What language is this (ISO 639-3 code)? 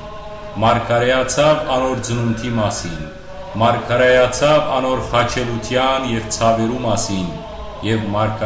hyw